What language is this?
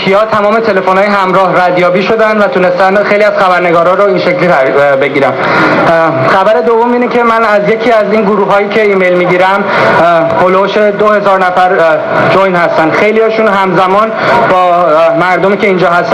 Persian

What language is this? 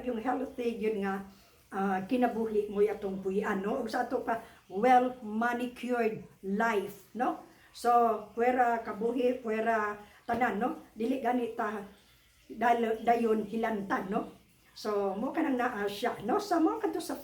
Cebuano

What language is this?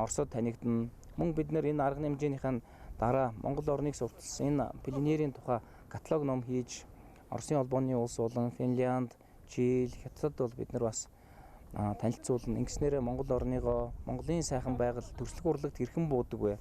Mongolian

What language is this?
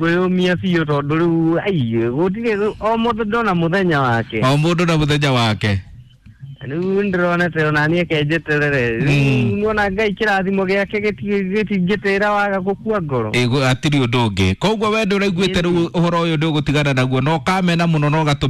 Kikuyu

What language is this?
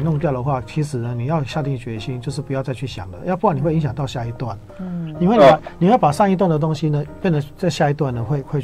Chinese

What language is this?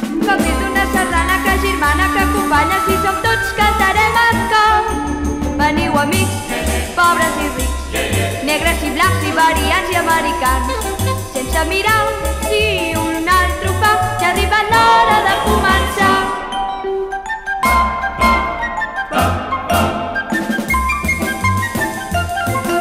Catalan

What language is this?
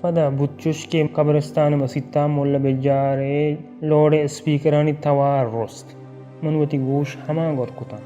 Baluchi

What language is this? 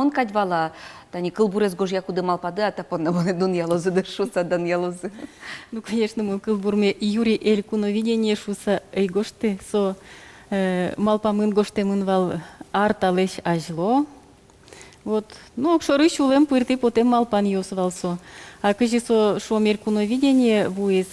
Udmurt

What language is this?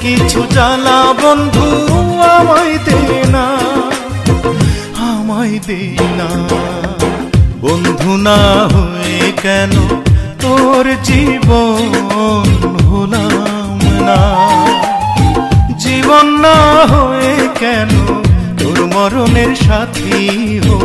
Bangla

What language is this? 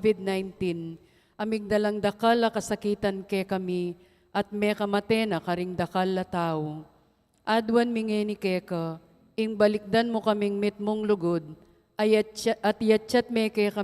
Pampanga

